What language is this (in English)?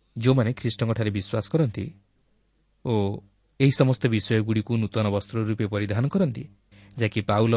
Odia